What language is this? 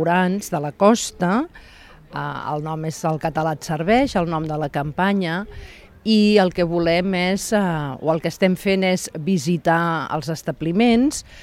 Catalan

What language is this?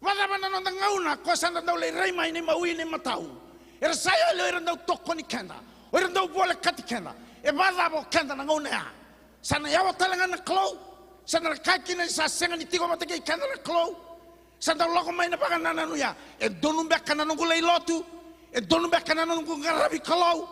Fijian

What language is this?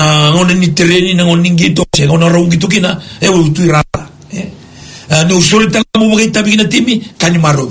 Fijian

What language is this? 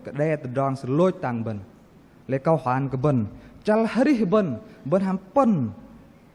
Bahnar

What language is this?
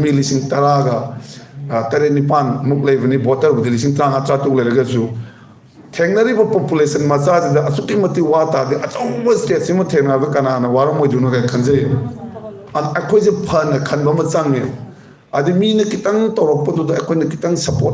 Manipuri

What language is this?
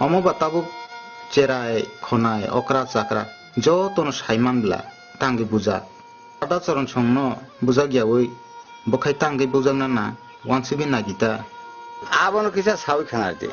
Kok Borok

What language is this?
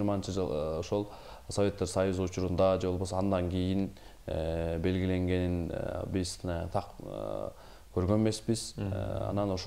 Kyrgyz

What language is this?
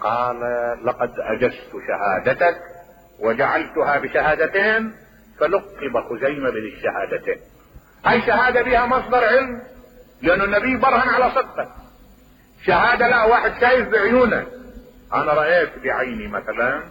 Mesopotamian Arabic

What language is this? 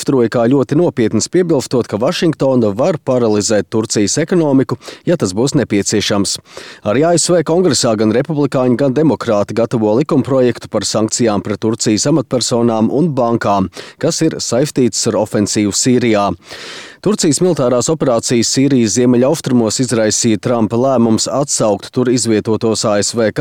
Latvian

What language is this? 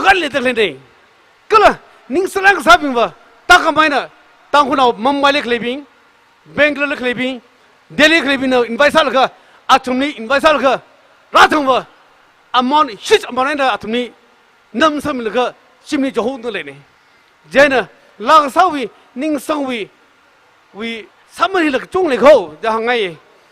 Tangkhul Naga (India)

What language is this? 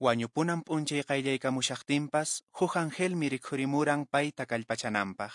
Quechua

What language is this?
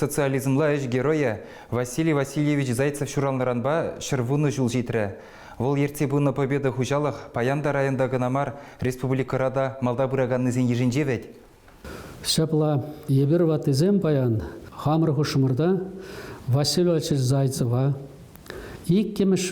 Chuvash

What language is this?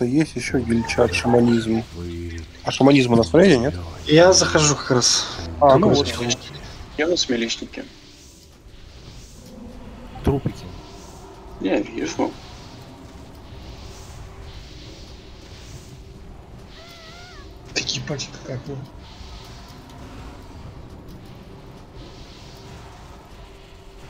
Russian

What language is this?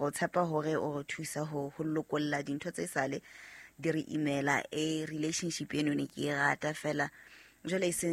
Southern Sotho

